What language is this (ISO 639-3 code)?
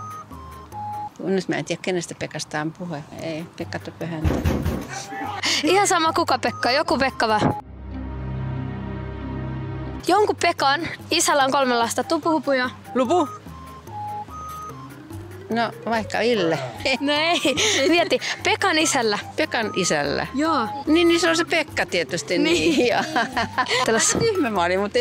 fin